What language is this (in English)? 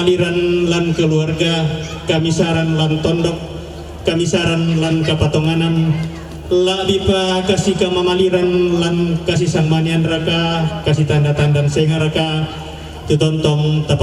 Toraja-Sa'dan